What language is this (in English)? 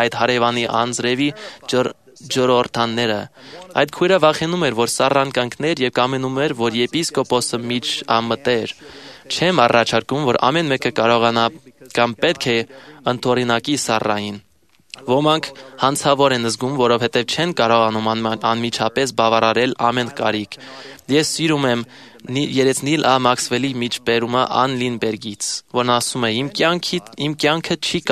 Armenian